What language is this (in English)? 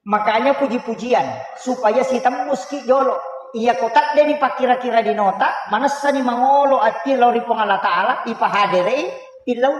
Buginese